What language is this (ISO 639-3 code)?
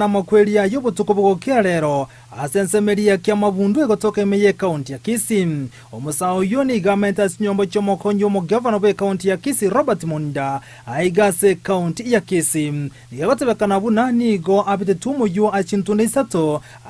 guz